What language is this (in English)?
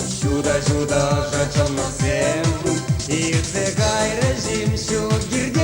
Chuvash